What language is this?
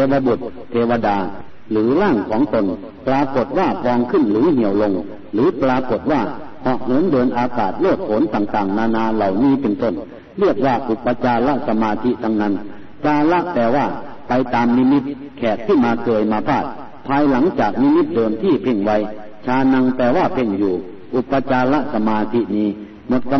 Thai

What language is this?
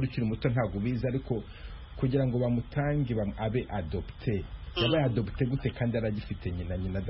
Kinyarwanda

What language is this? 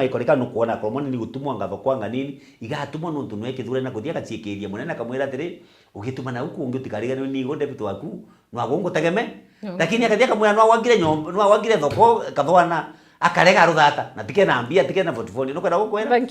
Meru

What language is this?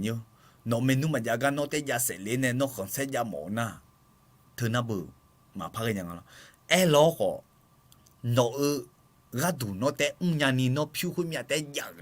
Akha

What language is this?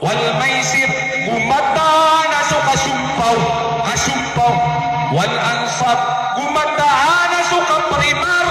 Maranao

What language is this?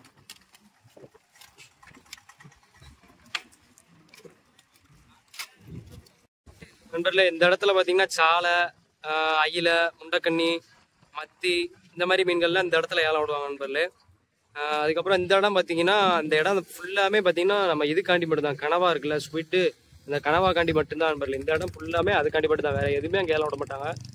Tamil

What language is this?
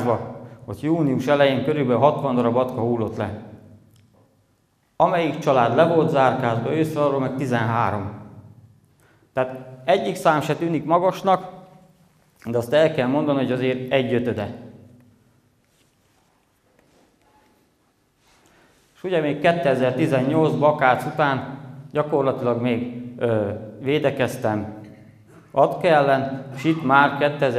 Hungarian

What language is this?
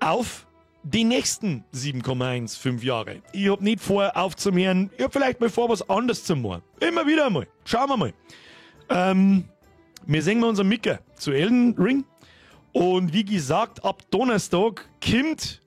Bavarian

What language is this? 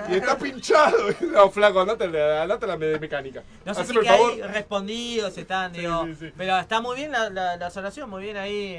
Spanish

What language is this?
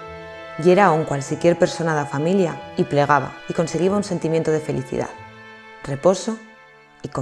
Aragonese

